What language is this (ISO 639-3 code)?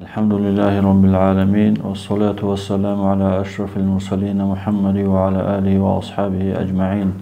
ava